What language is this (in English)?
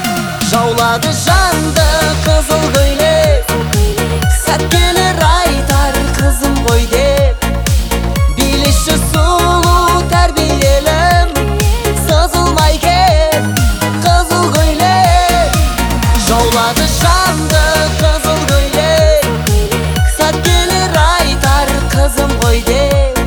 Kazakh